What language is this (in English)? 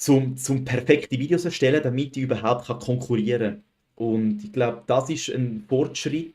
Swiss German